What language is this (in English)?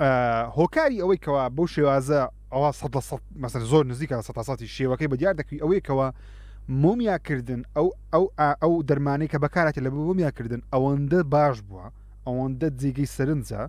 Central Kurdish